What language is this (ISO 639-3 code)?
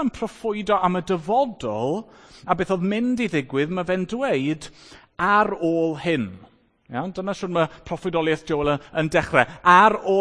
cym